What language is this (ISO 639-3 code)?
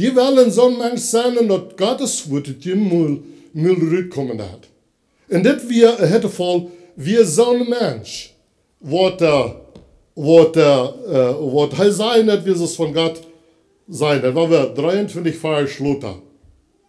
pdt